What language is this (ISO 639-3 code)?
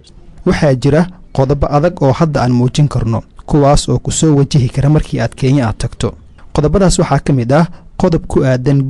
som